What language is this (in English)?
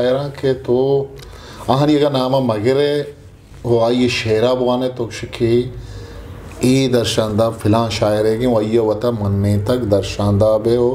Eastern Balochi